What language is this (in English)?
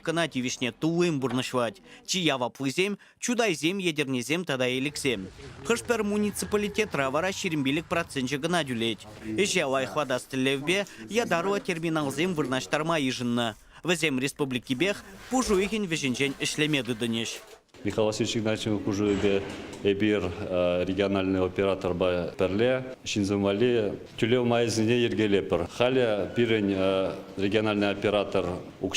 Chuvash